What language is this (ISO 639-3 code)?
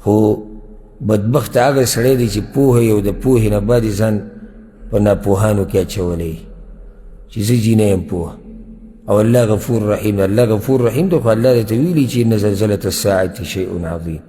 pus